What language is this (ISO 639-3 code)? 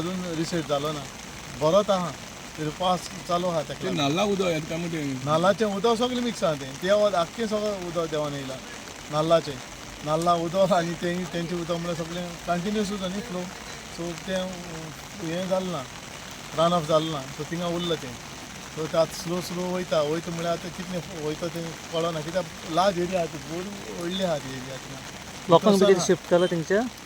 kok